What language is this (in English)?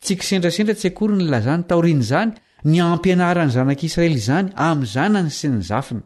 Malagasy